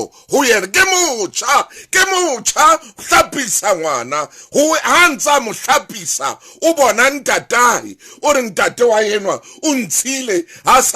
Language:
Southern Sotho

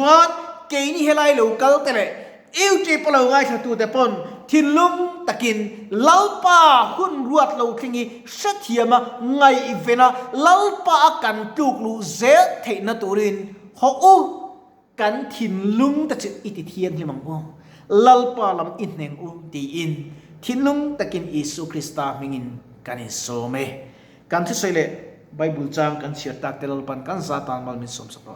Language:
Mizo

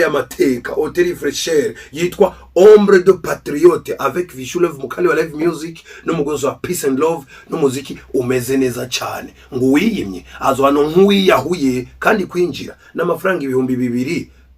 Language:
Rundi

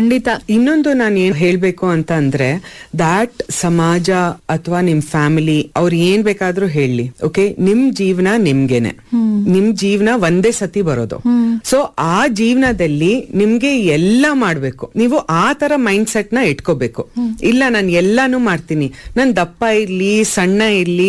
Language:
Kannada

